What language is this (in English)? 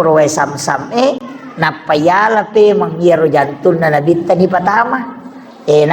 Buginese